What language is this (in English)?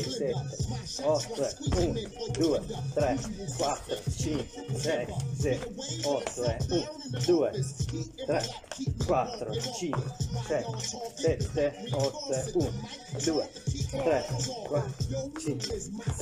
Italian